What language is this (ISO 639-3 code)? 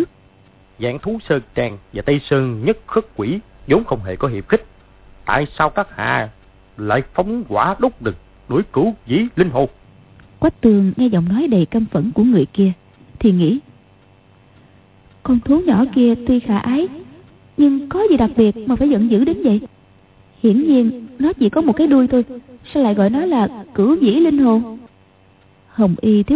vie